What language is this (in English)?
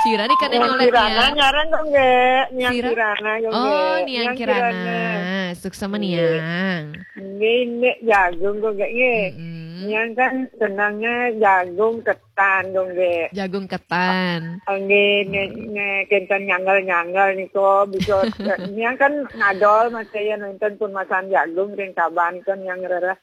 Balinese